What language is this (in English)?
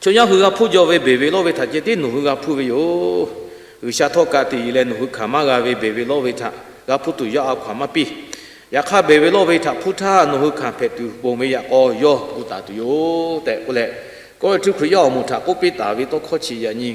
Lahu